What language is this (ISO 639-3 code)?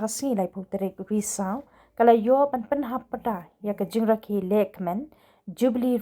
kha